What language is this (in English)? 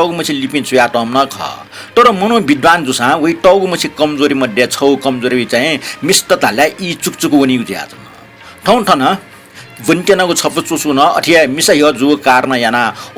Newari